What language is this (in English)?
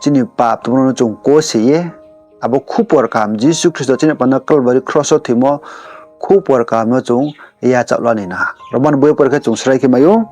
Riang (India)